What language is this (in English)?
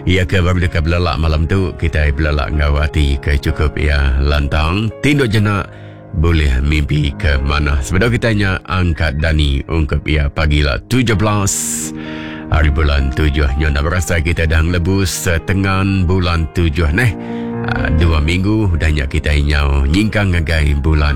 Iban